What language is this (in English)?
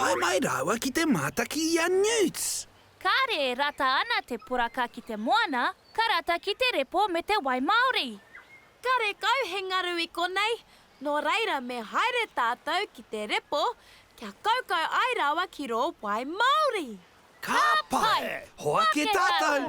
Māori